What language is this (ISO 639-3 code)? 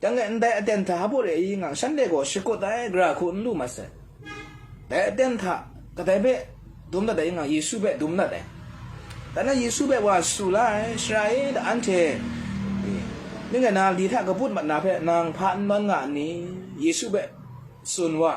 kac